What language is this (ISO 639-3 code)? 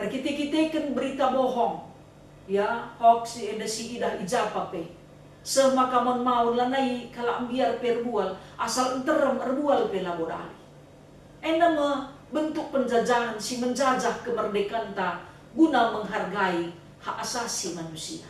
btx